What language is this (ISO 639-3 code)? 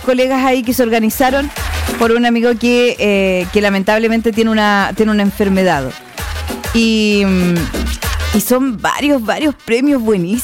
spa